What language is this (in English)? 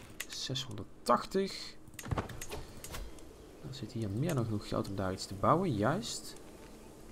Dutch